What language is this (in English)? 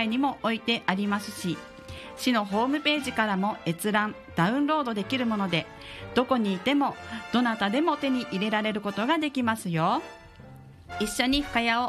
Japanese